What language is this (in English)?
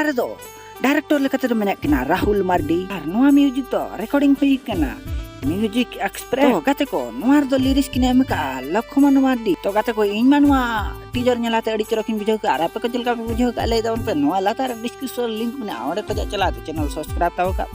Santali